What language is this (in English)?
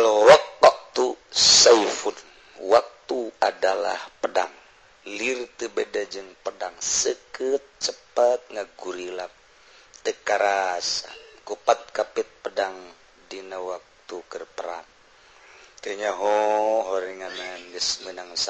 Sundanese